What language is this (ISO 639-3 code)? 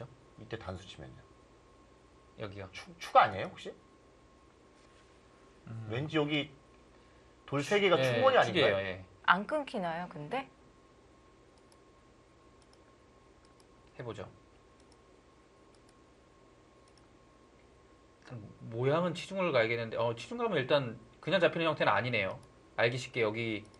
kor